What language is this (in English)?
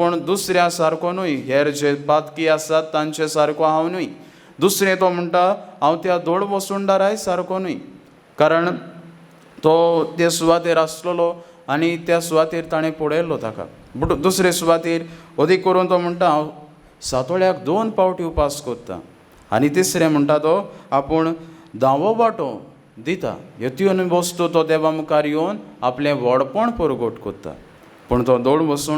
Konkani